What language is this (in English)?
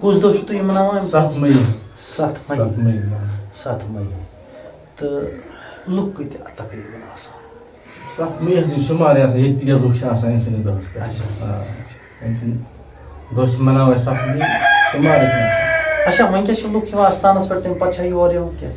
Kashmiri